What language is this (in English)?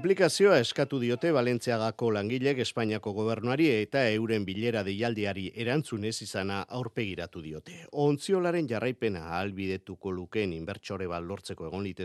Basque